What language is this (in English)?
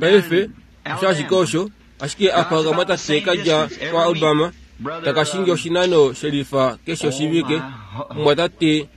Kuanyama